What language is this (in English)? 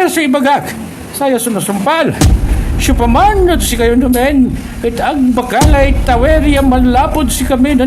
Pangasinan